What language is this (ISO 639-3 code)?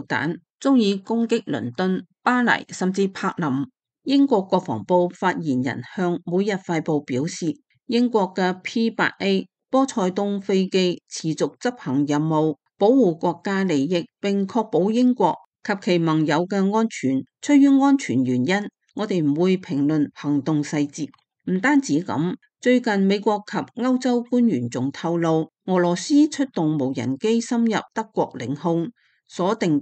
yue